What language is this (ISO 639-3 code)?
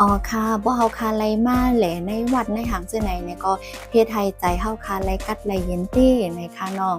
shn